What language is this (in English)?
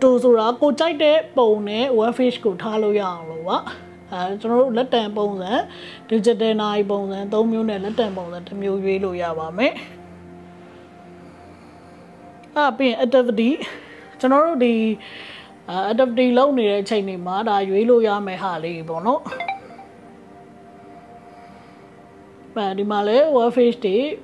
Burmese